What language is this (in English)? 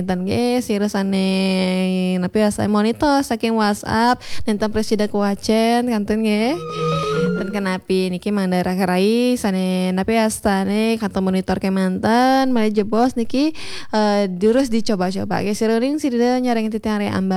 Balinese